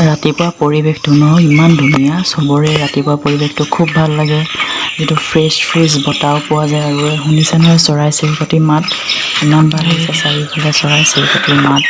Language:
Assamese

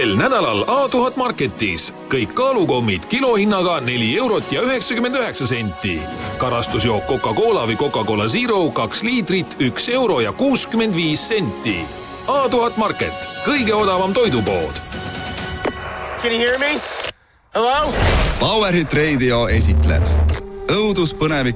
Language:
Estonian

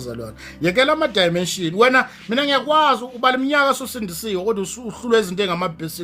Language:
Zulu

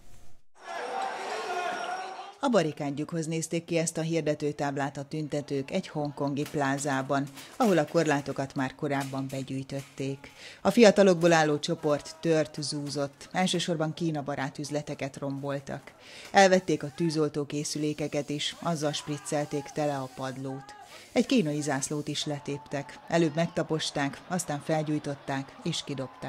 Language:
Hungarian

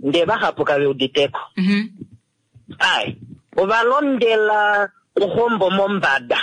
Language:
Kuanyama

